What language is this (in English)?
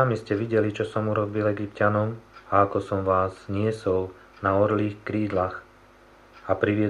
Slovak